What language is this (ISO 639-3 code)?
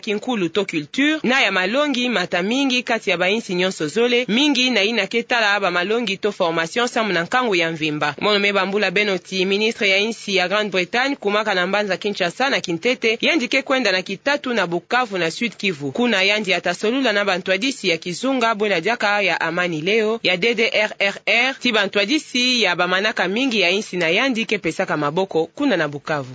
ktu